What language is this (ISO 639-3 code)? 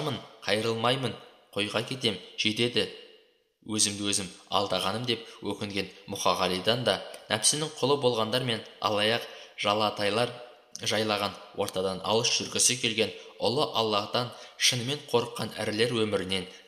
kaz